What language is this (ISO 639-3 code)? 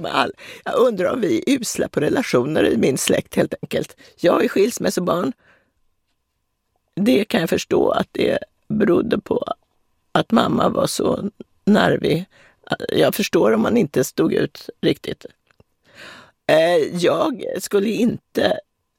swe